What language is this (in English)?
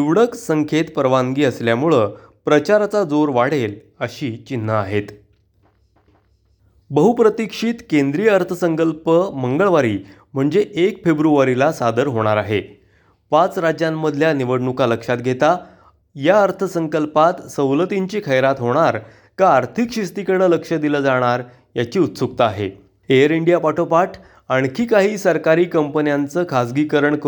Marathi